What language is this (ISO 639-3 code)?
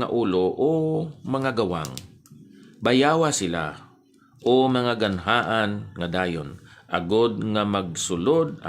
hil